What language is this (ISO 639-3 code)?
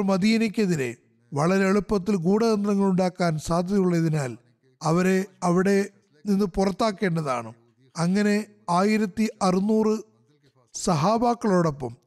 mal